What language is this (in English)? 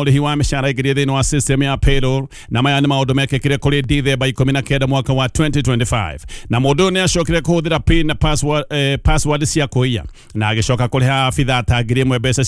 Kikuyu